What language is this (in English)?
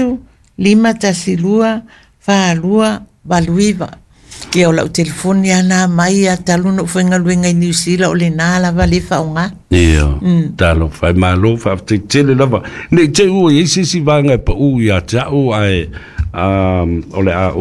Samoan